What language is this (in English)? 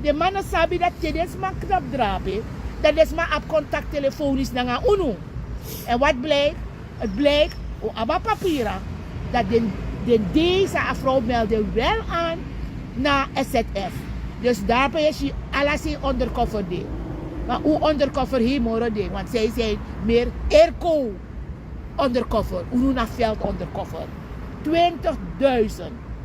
Sranan Tongo